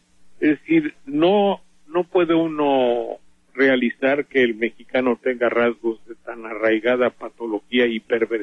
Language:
Spanish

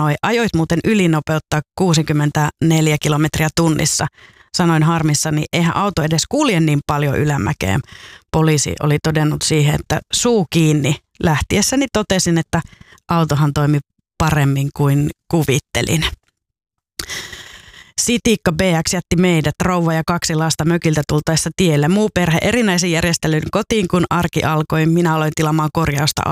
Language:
Finnish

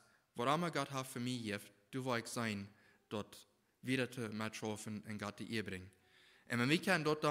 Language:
Plautdietsch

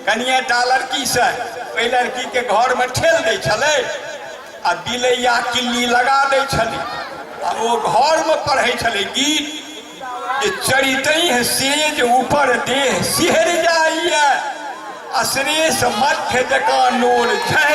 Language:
Maithili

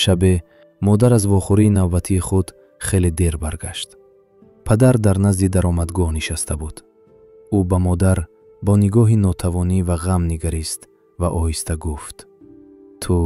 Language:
Tajik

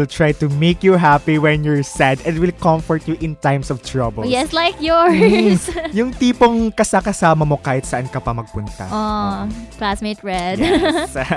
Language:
Filipino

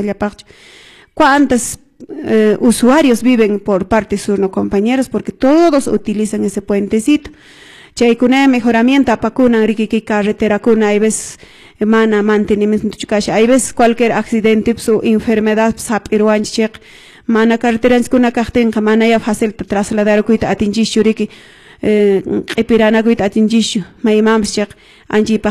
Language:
Quechua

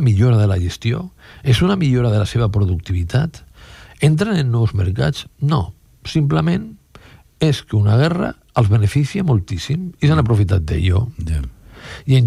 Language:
Catalan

